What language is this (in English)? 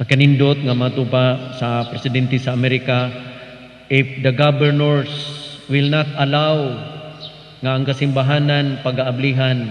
Cebuano